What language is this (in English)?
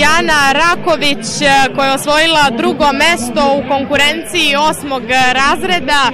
Serbian